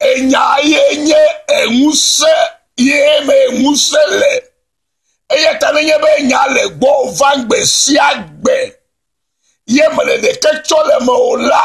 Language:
Ewe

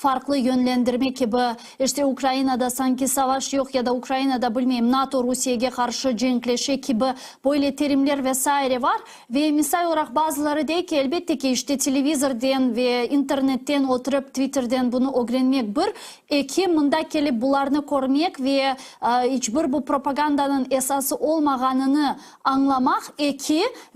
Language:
Crimean Tatar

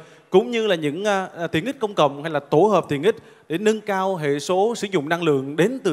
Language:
Vietnamese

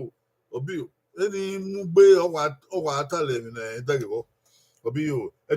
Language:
Bini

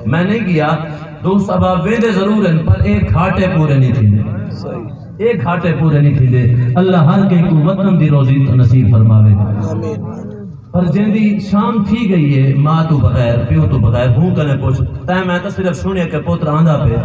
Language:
Saraiki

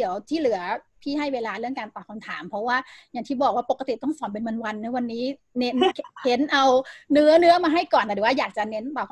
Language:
Thai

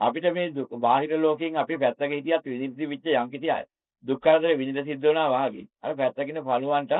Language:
Sinhala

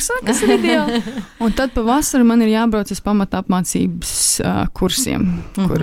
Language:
Latvian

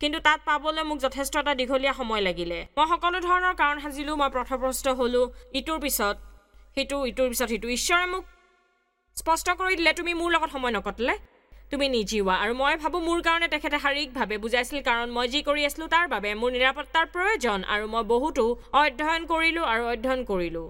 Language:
Assamese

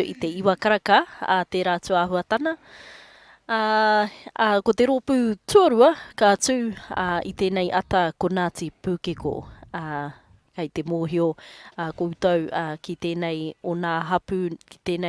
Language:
Māori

